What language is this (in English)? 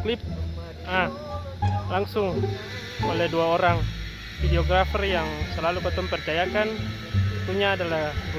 Ambonese Malay